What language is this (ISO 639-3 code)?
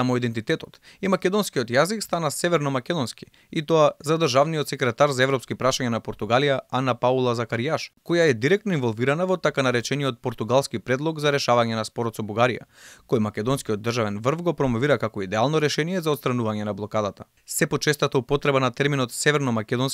mkd